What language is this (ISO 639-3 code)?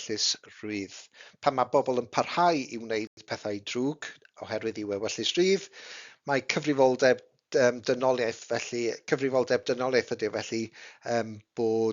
cym